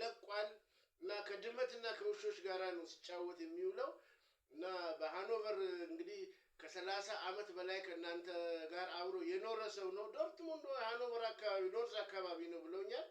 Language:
Amharic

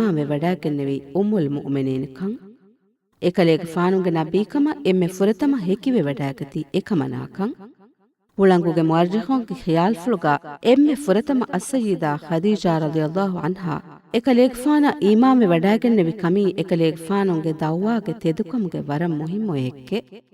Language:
Divehi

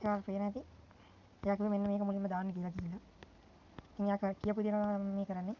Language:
Sinhala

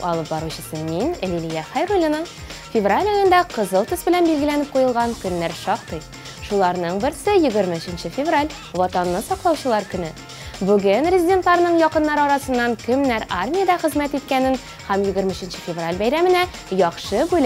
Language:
Tatar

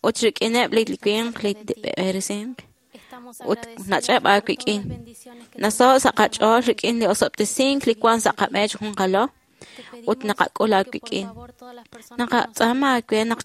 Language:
Kekchí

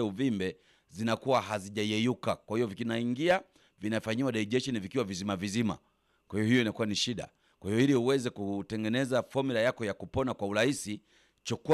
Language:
Swahili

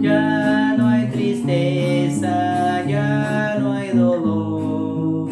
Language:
Baniwa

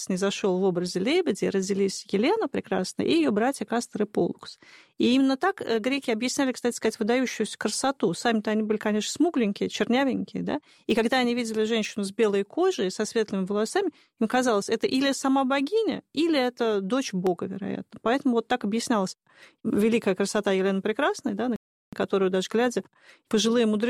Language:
Russian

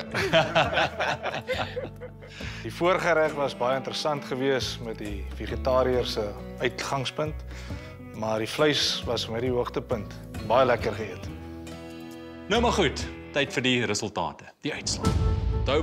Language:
Afrikaans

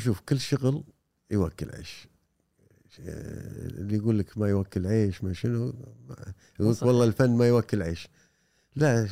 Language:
Gulf Arabic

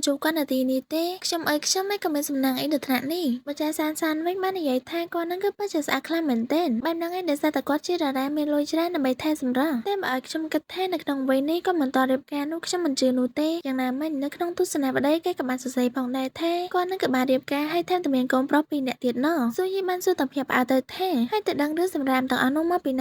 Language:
Khmer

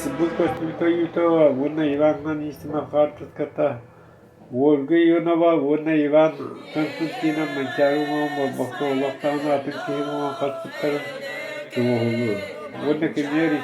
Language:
Yakut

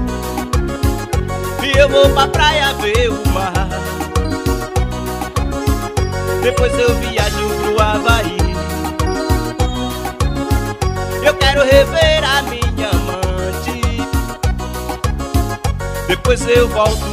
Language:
Portuguese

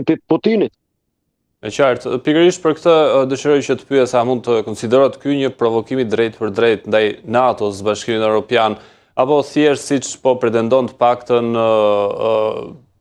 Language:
Albanian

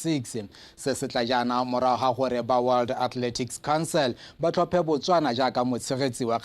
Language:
Tswana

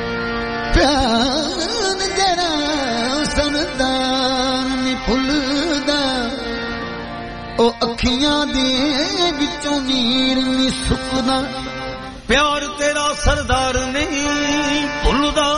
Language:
Punjabi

